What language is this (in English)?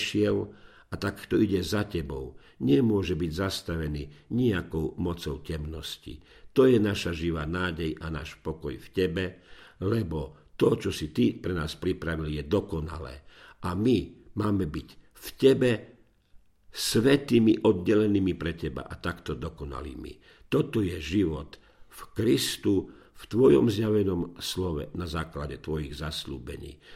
Slovak